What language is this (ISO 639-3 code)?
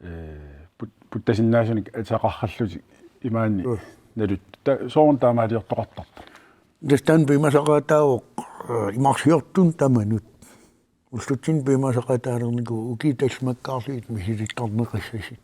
kal